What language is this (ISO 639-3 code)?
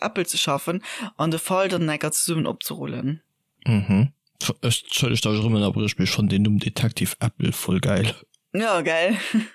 ltz